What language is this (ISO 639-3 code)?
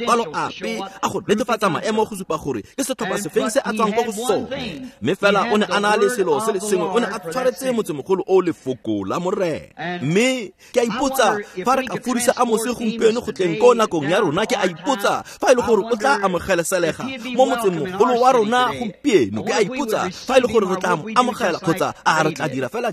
tsn